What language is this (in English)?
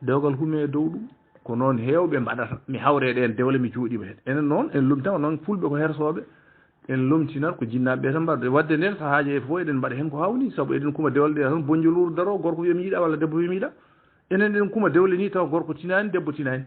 Fula